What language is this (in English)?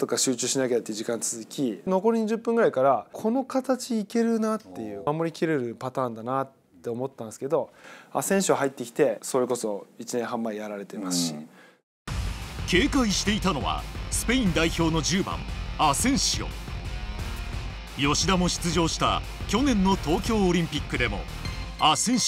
Japanese